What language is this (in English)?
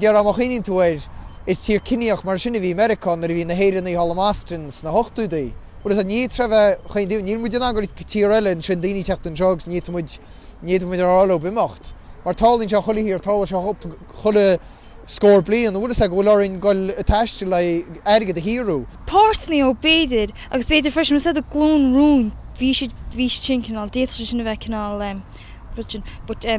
Irish